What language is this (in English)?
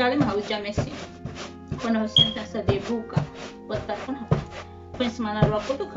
Tetum